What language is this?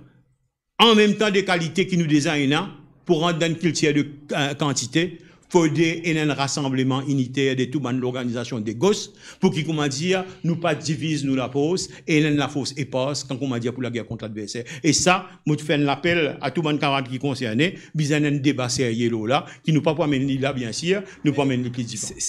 Morisyen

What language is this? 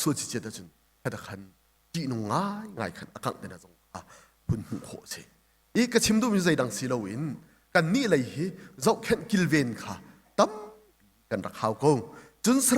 Hakha Chin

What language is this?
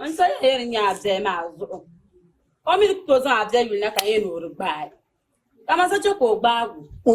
Dagbani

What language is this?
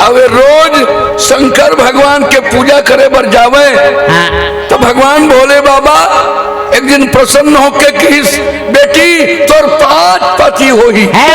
Chhattisgarhi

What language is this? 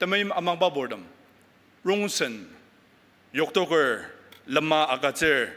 Ao Naga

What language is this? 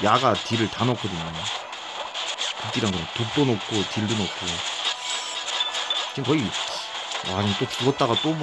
Korean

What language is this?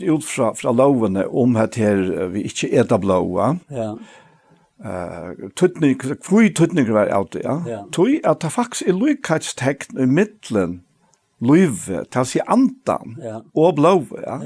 Faroese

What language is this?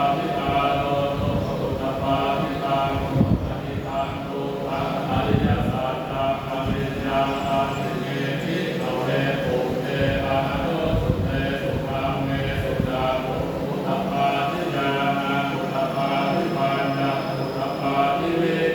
Pali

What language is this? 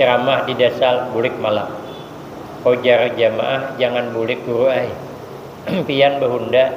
Banjar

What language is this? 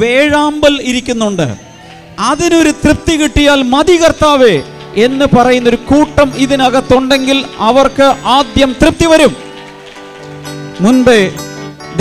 Malayalam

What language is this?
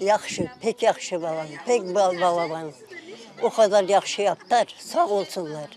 Crimean Tatar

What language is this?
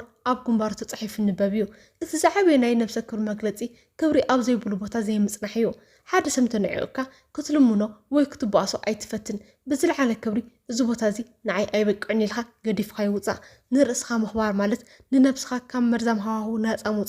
Tigrinya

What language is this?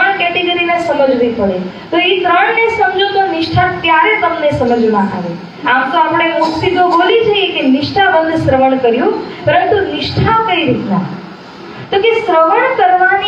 Gujarati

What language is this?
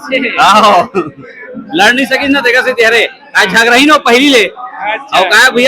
Chhattisgarhi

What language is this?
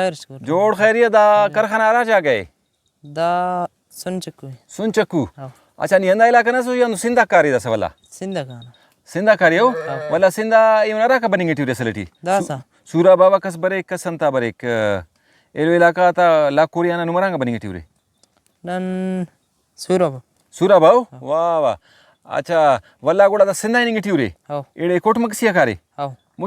Brahui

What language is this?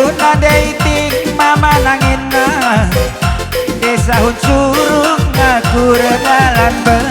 Batak Karo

